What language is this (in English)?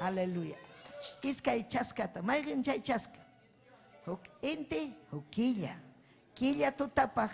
Ayacucho Quechua